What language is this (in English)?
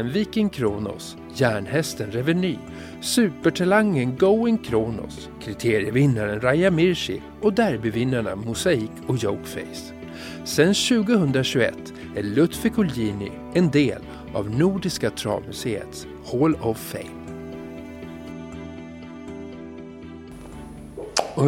Swedish